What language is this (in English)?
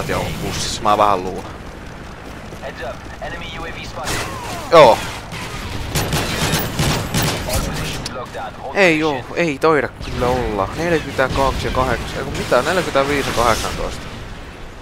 Finnish